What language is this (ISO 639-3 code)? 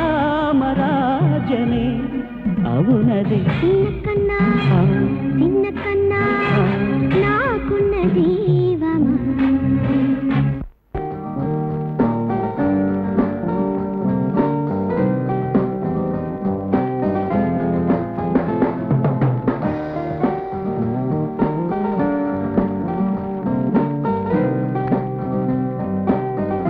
tel